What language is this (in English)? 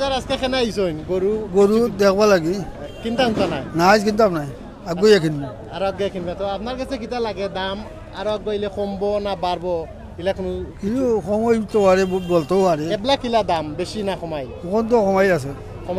Sylheti